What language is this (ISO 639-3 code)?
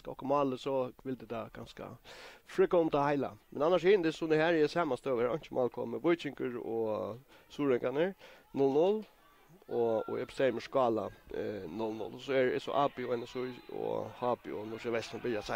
fao